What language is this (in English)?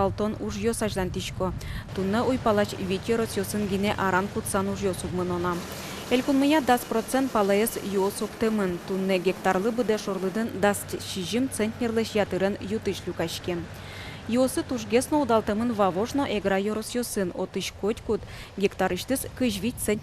Udmurt